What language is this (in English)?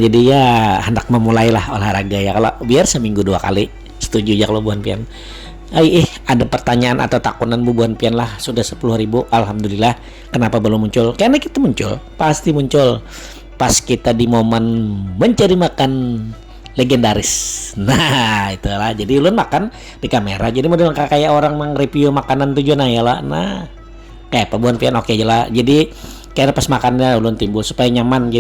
Banjar